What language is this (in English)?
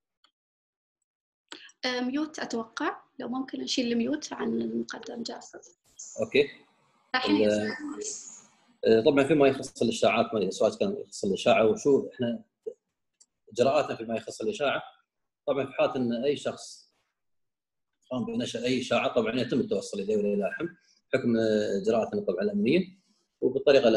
Arabic